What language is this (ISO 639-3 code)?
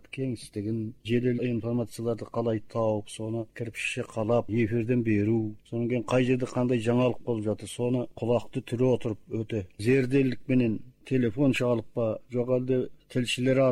kaz